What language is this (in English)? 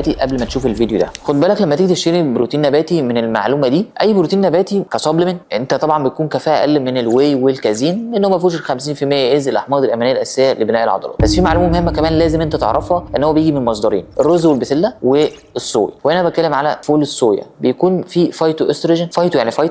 Egyptian Arabic